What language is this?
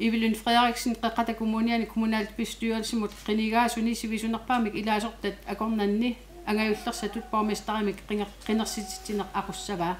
Kalaallisut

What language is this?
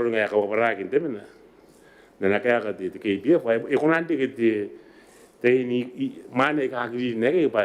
Gilbertese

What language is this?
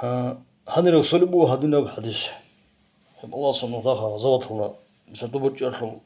Avaric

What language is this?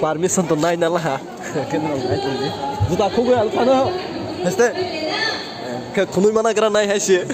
Kok Borok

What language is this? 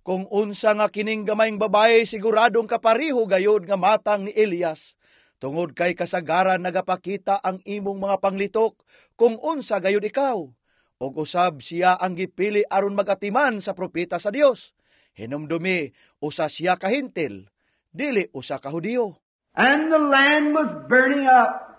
Cebuano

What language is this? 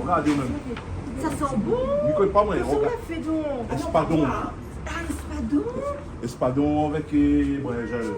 Réunion Creole French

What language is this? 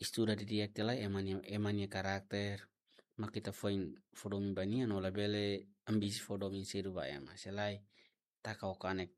Tetum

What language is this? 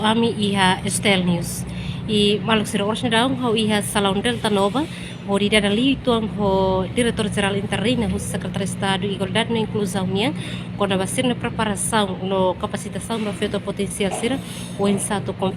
Tetum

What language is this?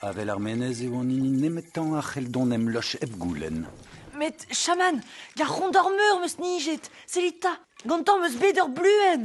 Breton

